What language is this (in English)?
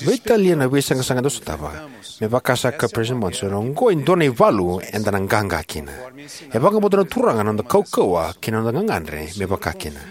Fijian